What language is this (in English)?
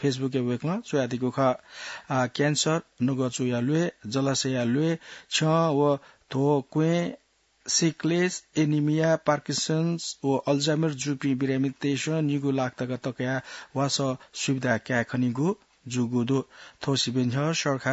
Newari